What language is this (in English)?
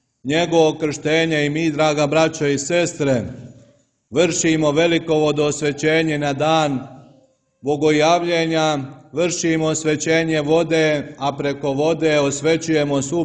Serbian